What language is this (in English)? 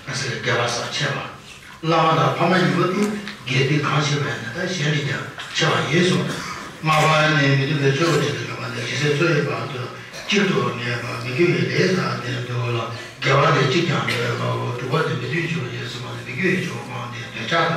Tibetan